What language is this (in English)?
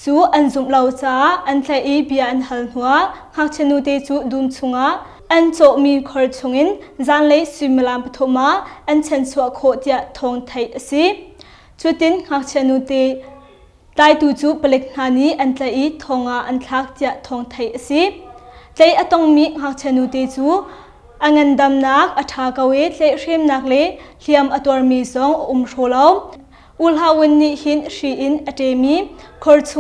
Hakha Chin